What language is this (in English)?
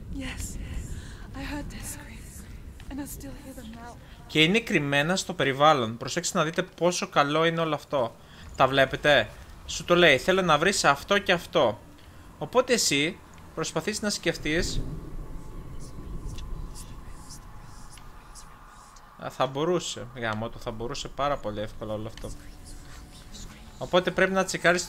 Greek